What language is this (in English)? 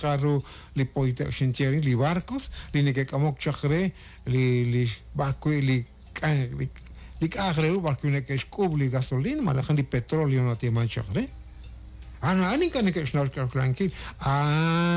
Kekchí